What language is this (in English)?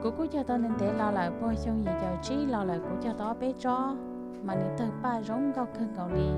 Hmong